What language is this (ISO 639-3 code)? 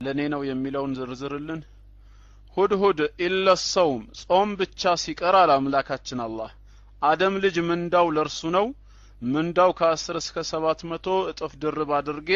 amh